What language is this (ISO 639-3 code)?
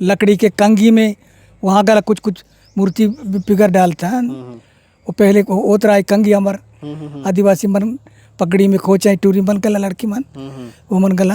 hne